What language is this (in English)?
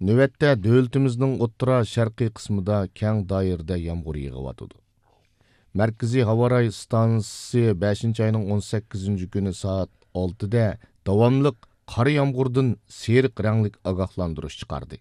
Uyghur